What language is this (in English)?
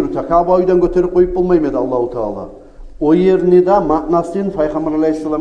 Kumyk